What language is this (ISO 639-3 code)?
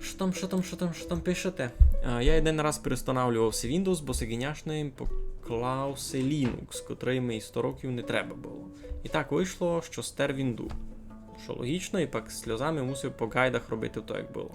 rue